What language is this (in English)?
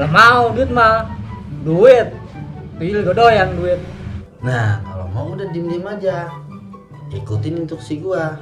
Betawi